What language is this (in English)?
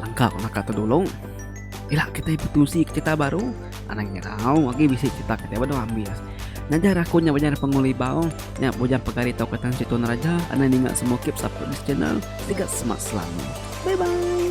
Iban